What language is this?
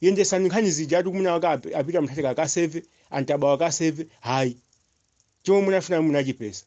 Nyanja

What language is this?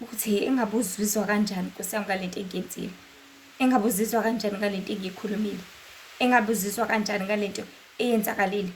Zulu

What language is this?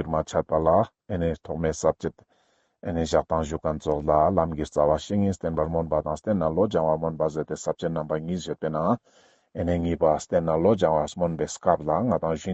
Ladakhi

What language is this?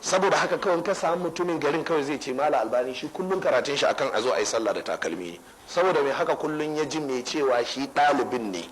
Hausa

